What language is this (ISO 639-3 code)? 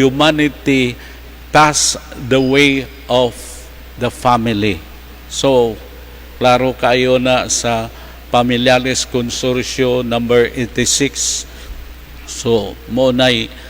ceb